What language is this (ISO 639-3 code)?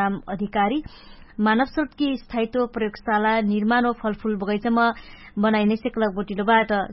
thl